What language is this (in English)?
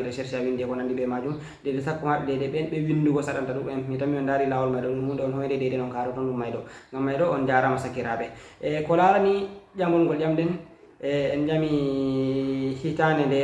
Fula